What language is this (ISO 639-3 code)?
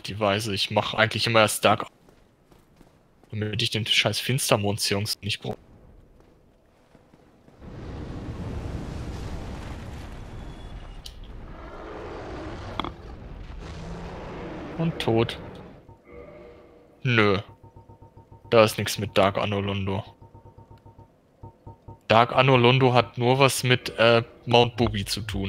deu